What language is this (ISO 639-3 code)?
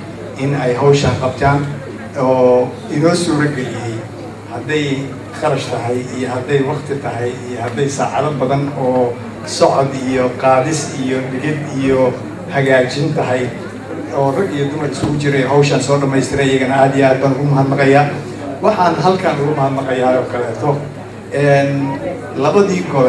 som